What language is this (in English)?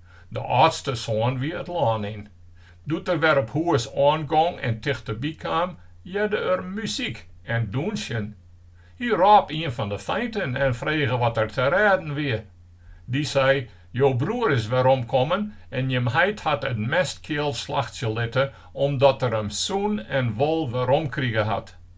Western Frisian